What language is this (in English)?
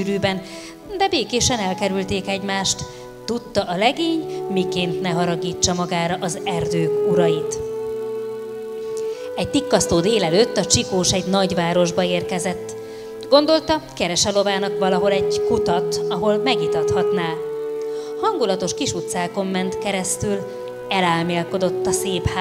Hungarian